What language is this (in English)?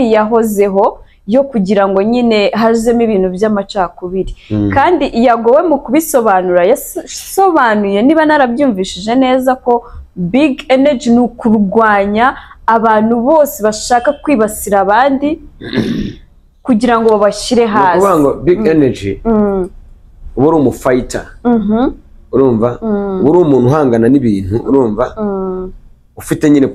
Kinyarwanda